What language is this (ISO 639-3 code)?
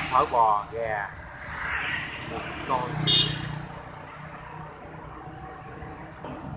vie